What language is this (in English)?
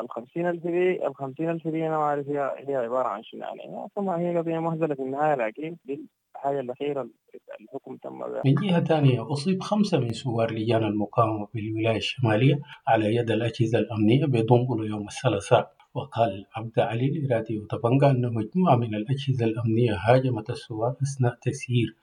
Sudanese Arabic